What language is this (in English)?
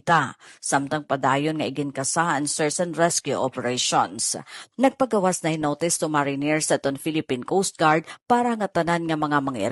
Waray